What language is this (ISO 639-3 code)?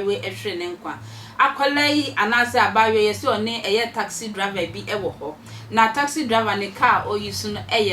aka